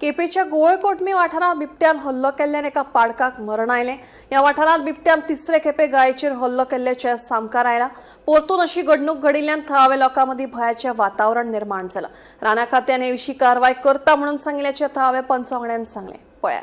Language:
Konkani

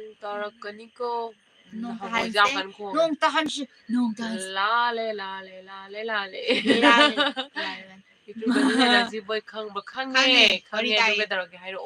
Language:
Manipuri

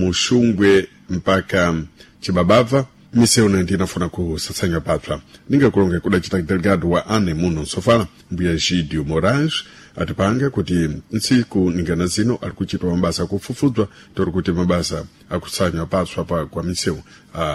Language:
Sena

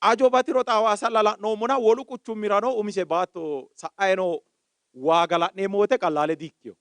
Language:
Sidamo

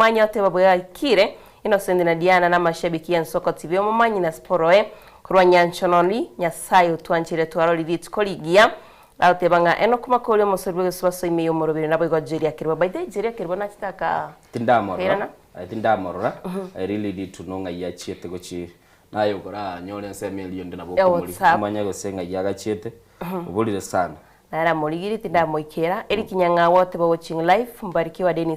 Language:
Gusii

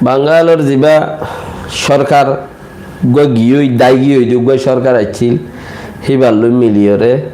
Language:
Rohingya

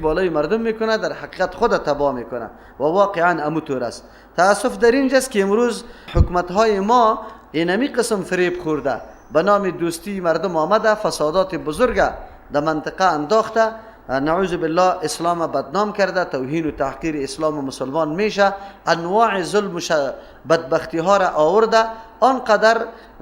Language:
Persian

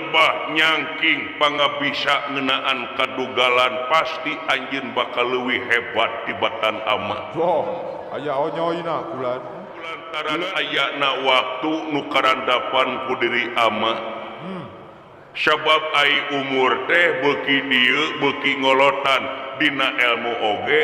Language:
Sundanese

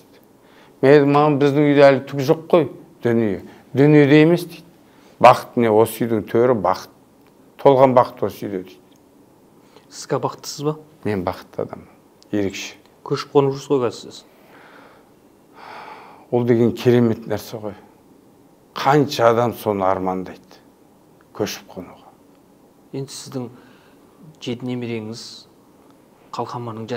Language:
Kazakh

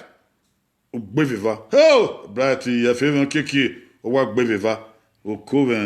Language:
Bini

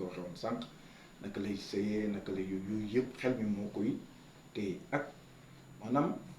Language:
Wolof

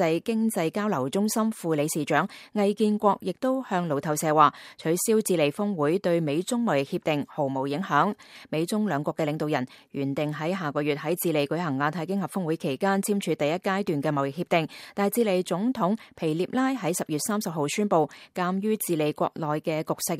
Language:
Cantonese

